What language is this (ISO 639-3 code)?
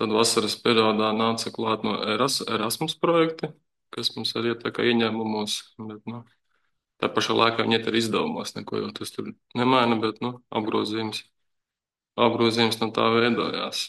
lav